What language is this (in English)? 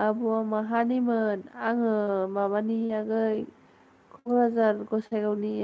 Bodo